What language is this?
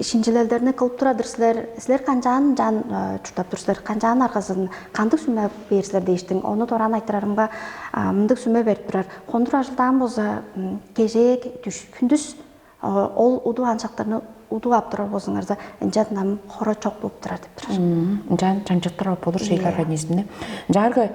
Tuvinian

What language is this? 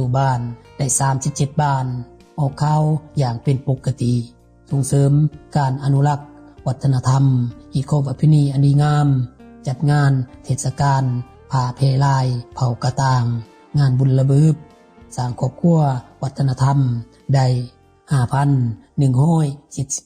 Lao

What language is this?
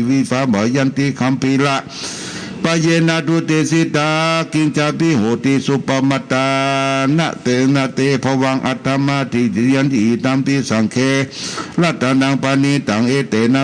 Pali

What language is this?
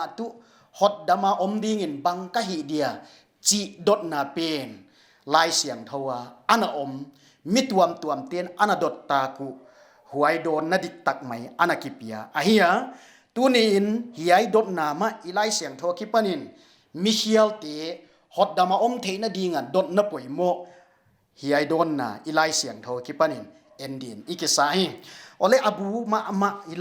Paite Chin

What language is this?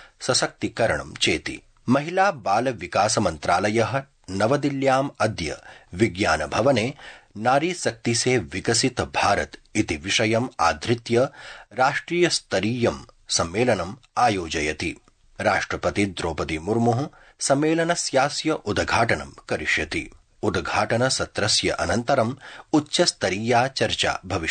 Sanskrit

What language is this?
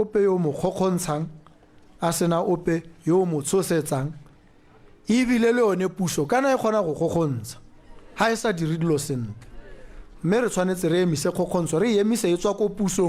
Tswana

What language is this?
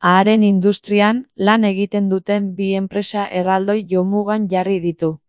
Basque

